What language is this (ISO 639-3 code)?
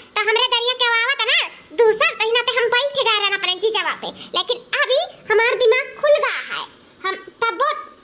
awa